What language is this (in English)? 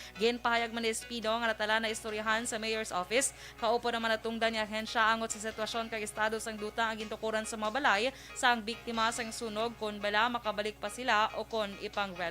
Hiligaynon